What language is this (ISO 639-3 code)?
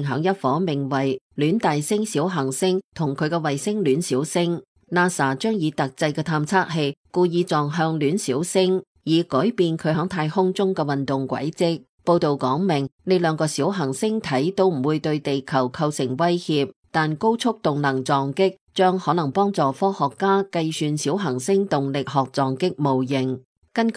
yue